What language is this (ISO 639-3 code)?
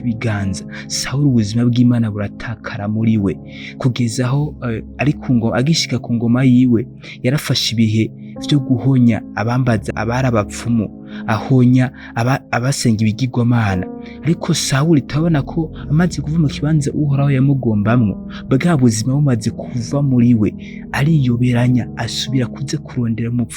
run